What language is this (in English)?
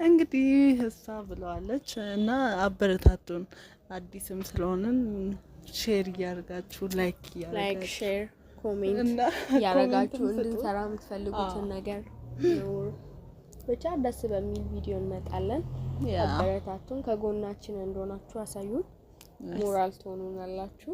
Amharic